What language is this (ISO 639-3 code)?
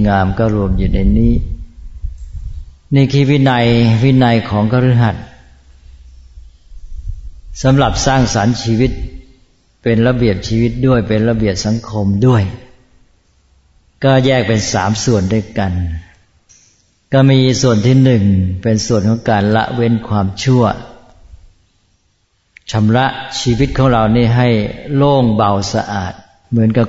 tha